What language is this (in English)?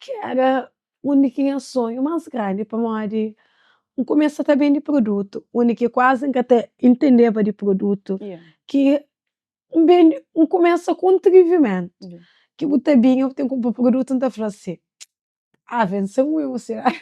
Kabuverdianu